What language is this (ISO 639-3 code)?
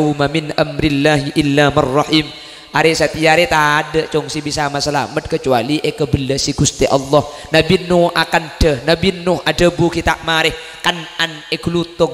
mad